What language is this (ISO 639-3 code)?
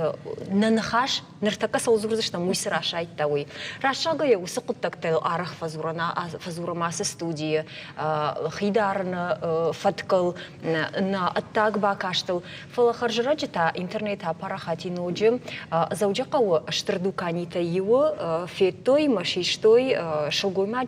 oss